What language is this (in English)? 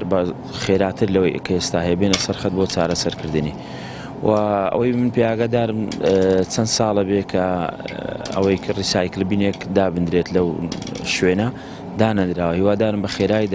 Central Kurdish